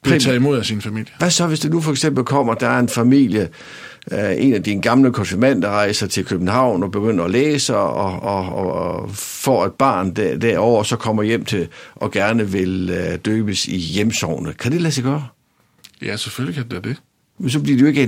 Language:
Danish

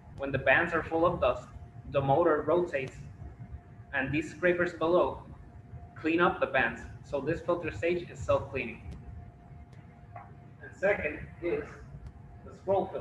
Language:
English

